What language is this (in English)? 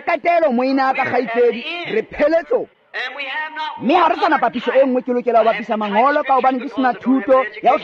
Tswana